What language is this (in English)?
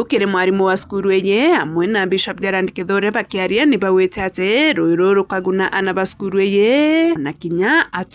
Meru